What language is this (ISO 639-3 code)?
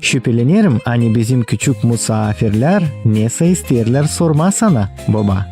gag